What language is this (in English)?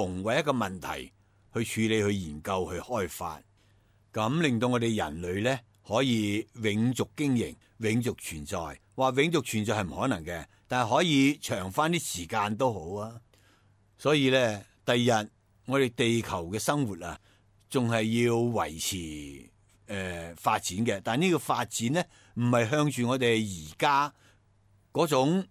Cantonese